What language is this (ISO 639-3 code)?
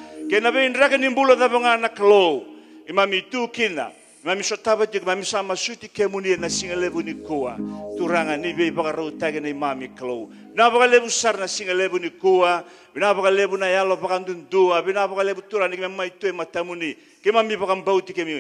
fij